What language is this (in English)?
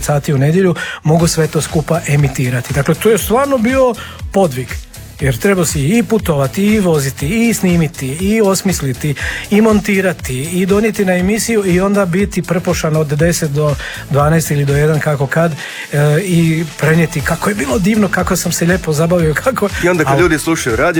Croatian